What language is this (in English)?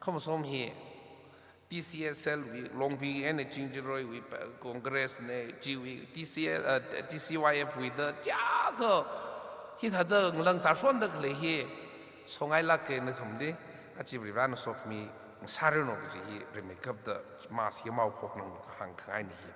Tangkhul Naga (India)